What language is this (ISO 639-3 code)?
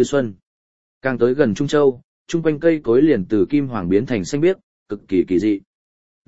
vie